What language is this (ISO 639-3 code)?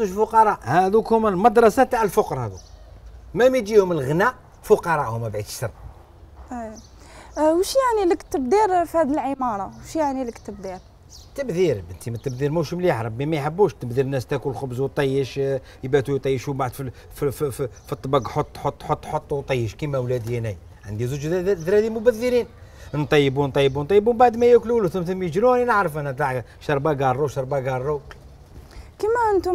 arq